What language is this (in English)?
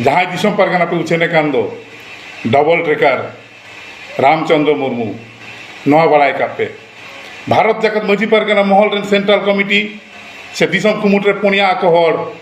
Santali